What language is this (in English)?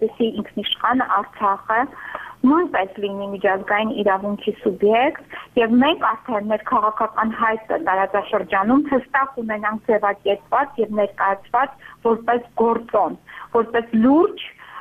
Armenian